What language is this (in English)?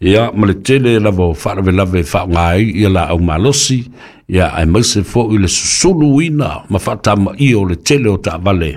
Samoan